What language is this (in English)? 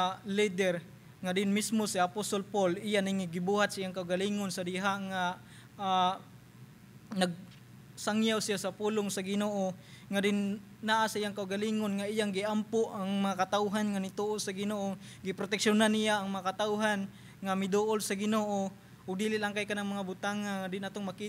Cebuano